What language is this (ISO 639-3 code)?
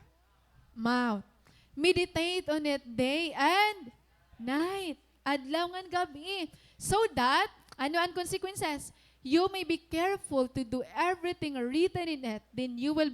war